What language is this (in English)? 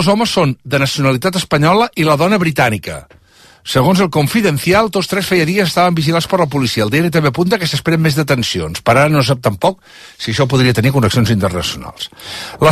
Catalan